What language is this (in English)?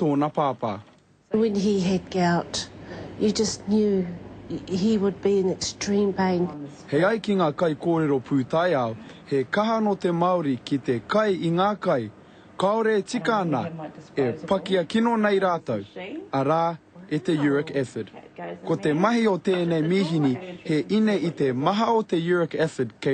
Māori